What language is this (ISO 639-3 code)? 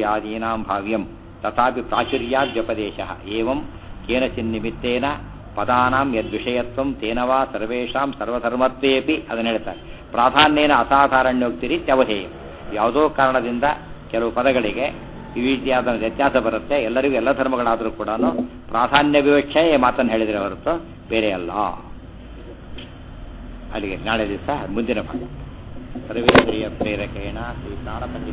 kan